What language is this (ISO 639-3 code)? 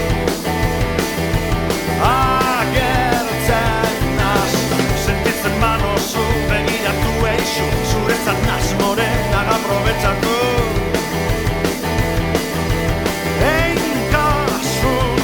eus